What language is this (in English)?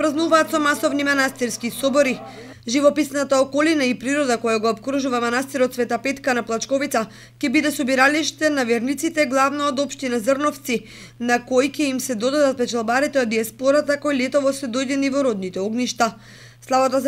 Macedonian